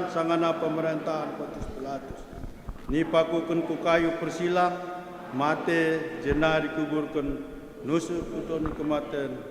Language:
Batak Karo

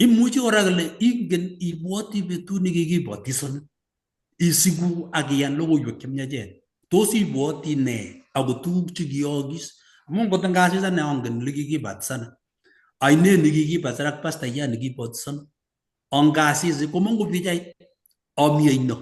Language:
Kalenjin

